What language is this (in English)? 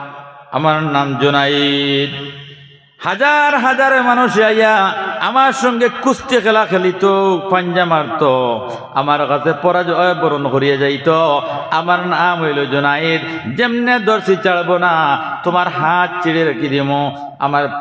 Sylheti